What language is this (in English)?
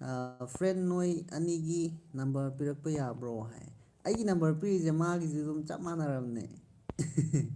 Manipuri